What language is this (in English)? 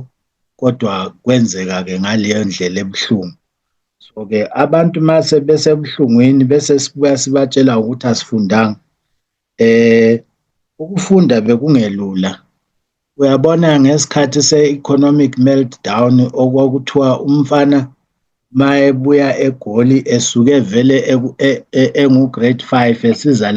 Zulu